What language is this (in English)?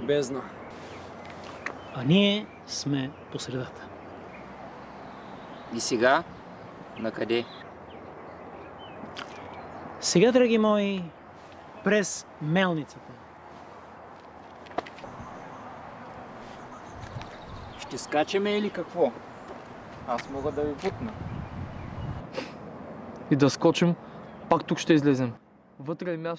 Bulgarian